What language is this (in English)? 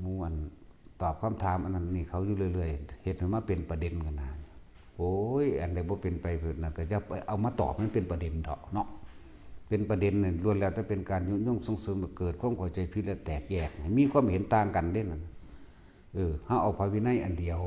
Northeastern Thai